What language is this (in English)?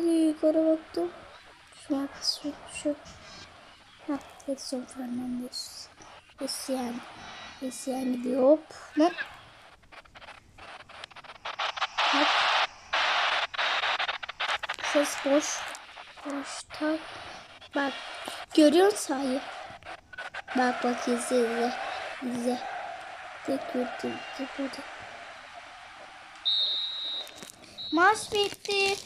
Turkish